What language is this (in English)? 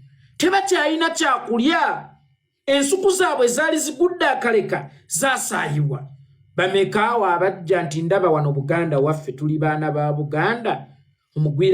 Ganda